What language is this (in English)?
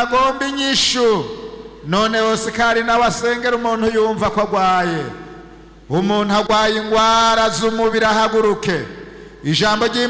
Rundi